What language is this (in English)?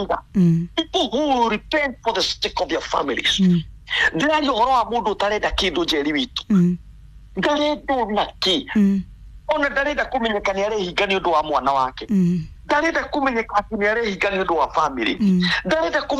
Kikuyu